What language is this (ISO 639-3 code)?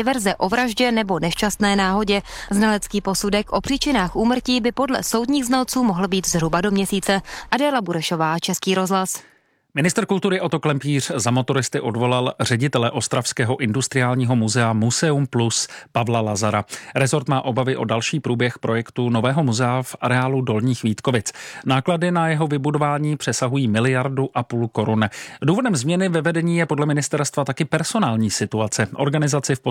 ces